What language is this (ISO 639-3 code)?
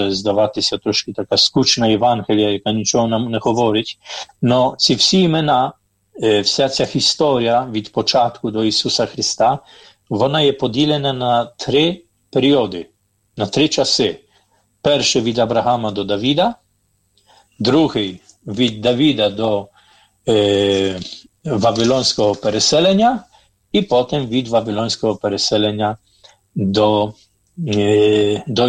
ukr